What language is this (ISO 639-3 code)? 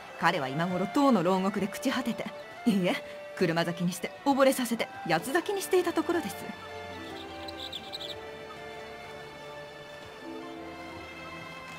jpn